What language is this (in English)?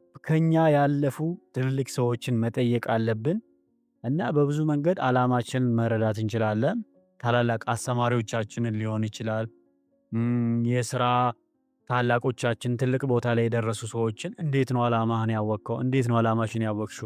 Amharic